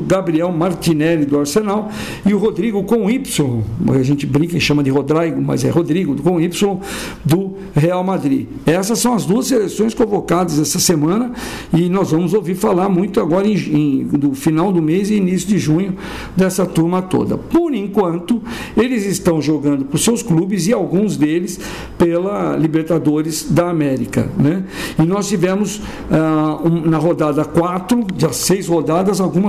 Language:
Portuguese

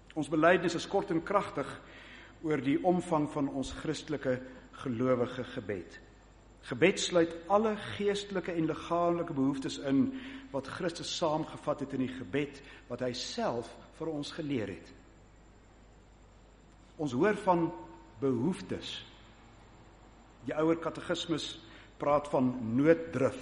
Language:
Afrikaans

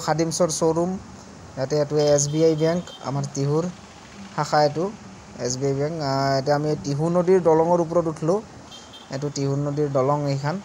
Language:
Assamese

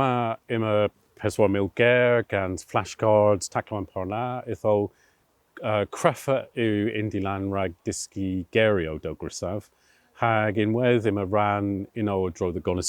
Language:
Cornish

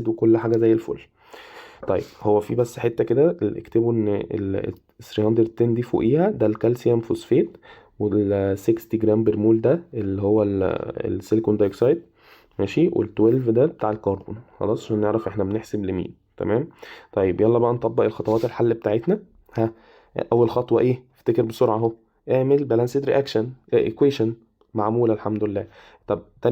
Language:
Egyptian Arabic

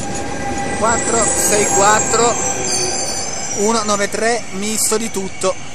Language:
Italian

